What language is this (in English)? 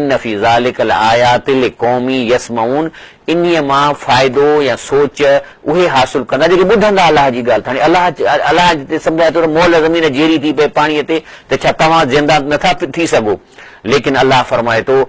Sindhi